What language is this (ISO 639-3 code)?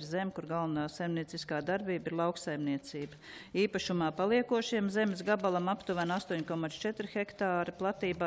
lav